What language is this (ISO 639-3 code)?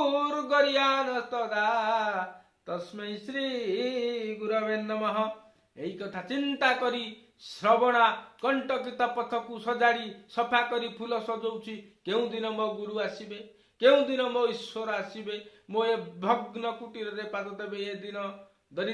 ori